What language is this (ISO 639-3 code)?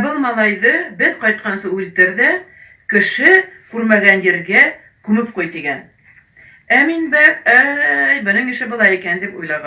bak